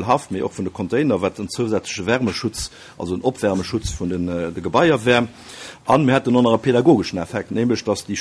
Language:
Luxembourgish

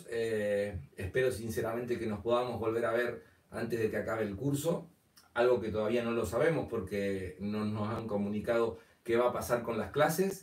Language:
Spanish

